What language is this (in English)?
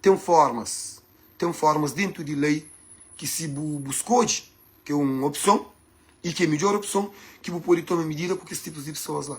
Kabuverdianu